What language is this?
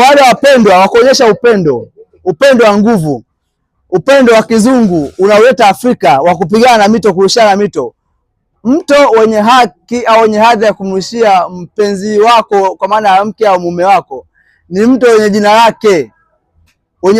Swahili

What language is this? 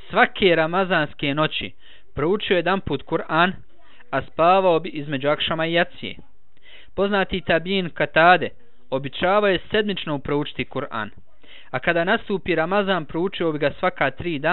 Bosnian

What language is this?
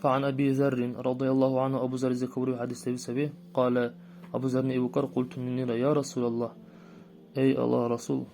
Dargwa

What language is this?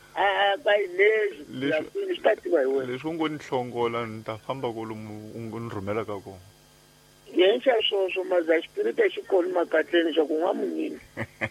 Tsonga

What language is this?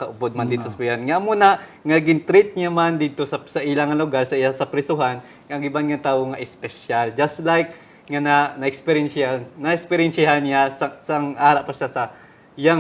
Hiligaynon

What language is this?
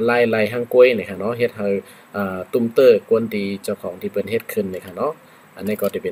Shan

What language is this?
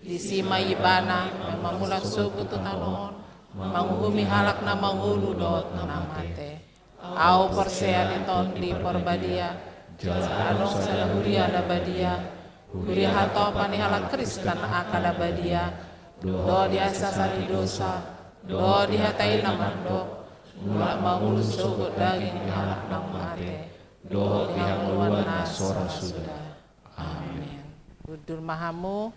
Batak Toba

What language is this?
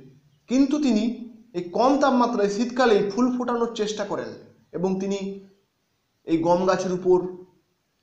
Bangla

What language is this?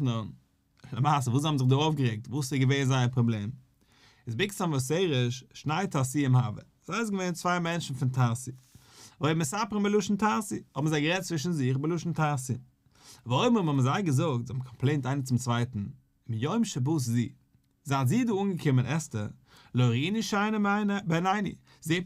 Yiddish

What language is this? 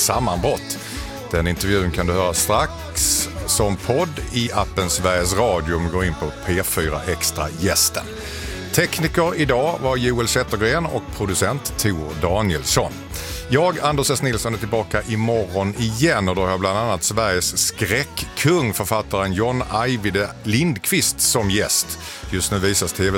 Swedish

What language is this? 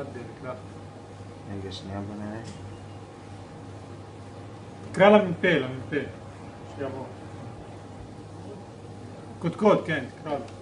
Hebrew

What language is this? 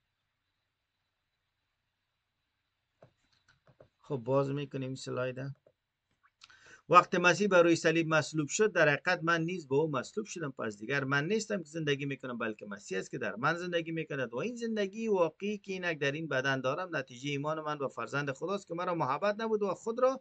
Persian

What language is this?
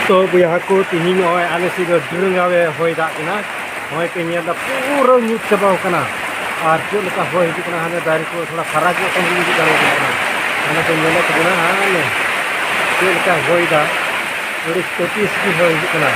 Santali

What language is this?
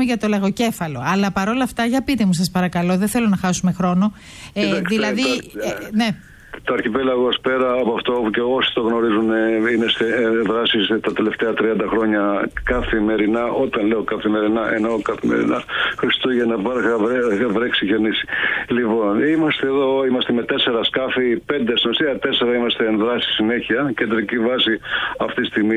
Greek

